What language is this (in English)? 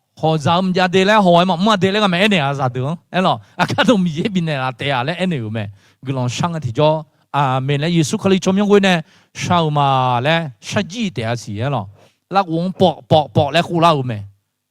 Akha